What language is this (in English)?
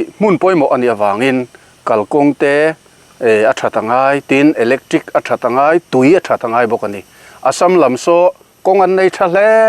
Mizo